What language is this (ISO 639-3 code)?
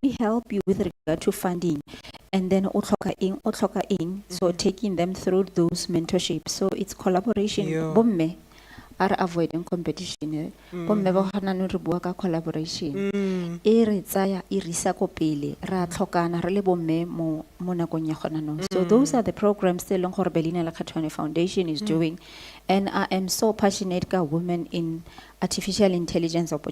tsn